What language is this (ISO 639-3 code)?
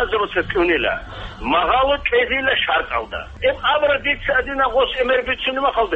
ava